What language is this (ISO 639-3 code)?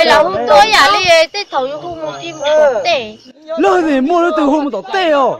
hmn